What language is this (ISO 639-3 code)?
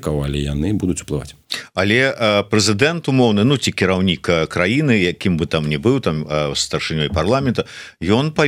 bel